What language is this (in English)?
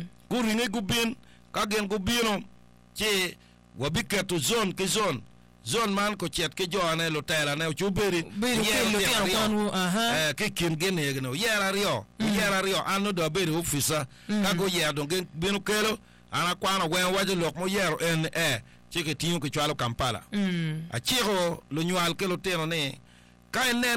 Acoli